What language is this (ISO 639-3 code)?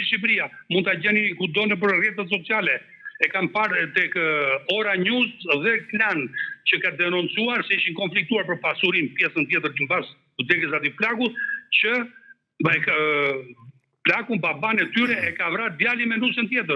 sqi